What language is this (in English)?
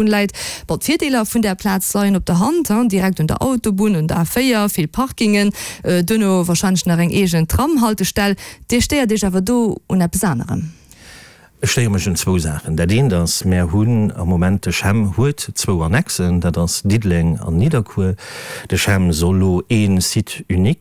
Luxembourgish